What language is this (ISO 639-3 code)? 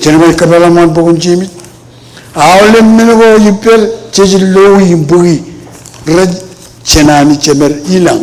mah